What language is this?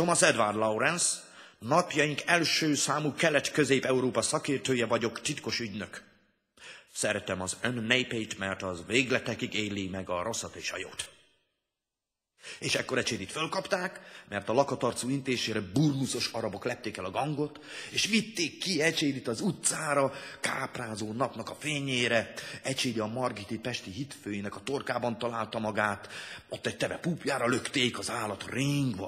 Hungarian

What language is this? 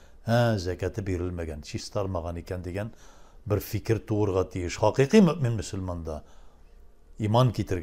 Tatar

